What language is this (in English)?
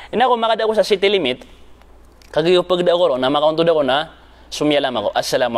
Maranao